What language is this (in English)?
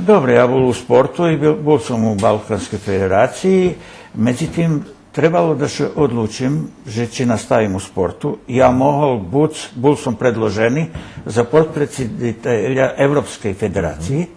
Rusyn